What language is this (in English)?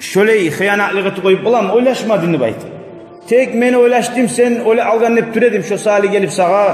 Kumyk